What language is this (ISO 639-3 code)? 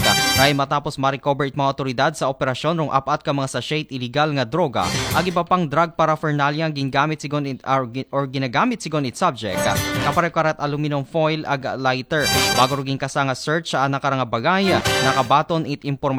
akl